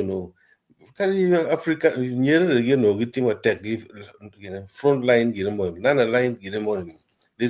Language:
Acoli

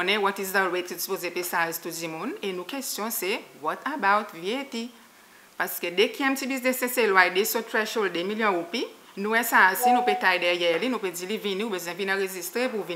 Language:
Seselwa Creole French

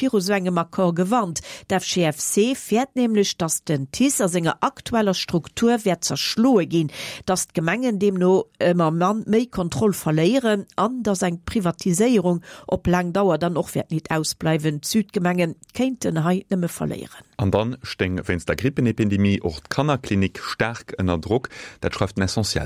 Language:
Luxembourgish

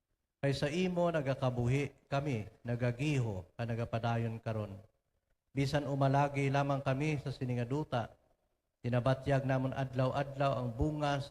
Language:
Hiligaynon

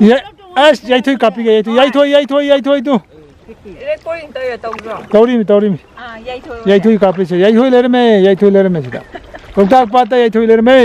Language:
Manipuri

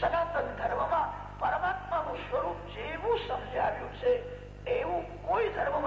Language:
Gujarati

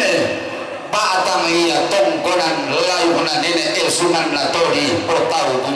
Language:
Toraja-Sa'dan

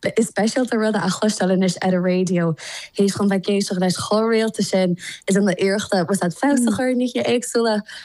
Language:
Irish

